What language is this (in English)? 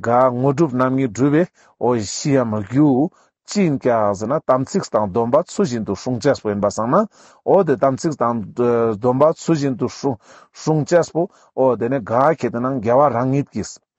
Ladakhi